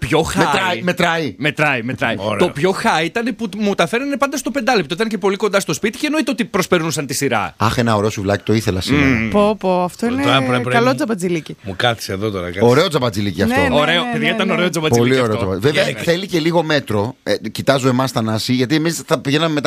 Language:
Greek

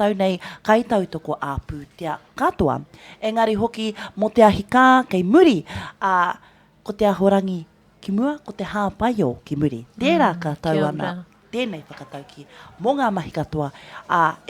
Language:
Māori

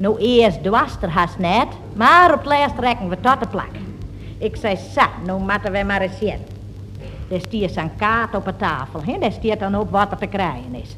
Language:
Western Frisian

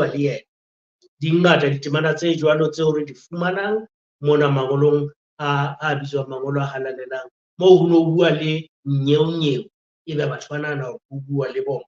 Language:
Southern Sotho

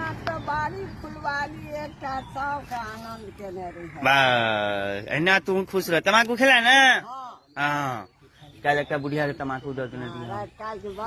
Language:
Maithili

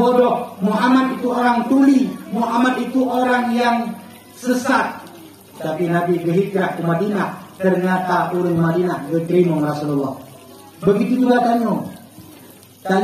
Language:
Achinese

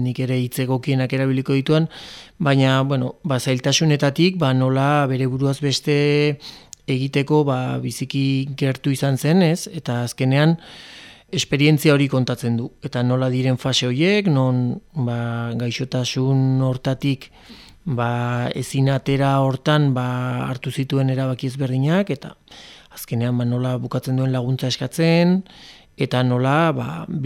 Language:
Basque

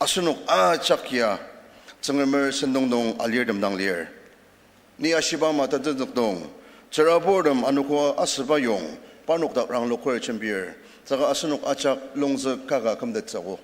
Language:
Ao Naga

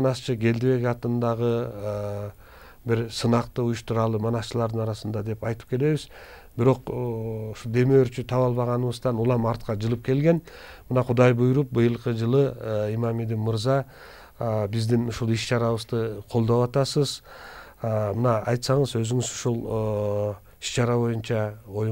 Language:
Kyrgyz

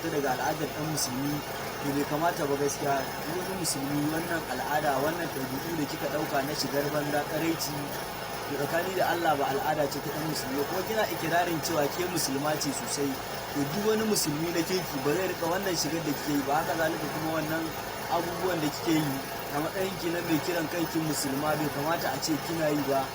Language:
Hausa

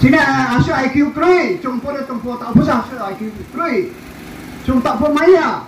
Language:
Riang (India)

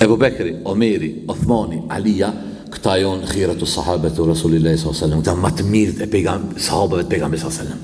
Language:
Albanian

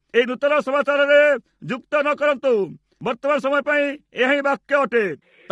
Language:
Odia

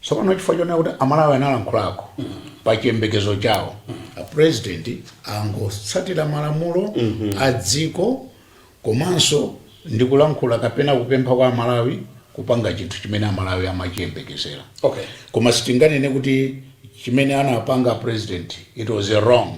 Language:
Nyanja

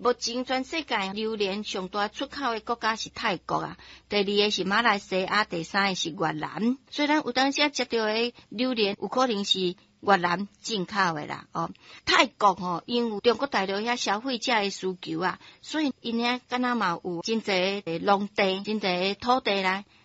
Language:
Min Nan Chinese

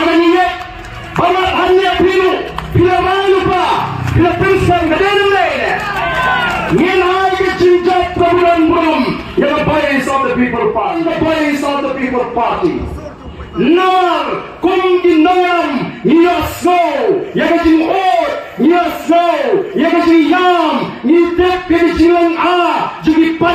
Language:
Khasi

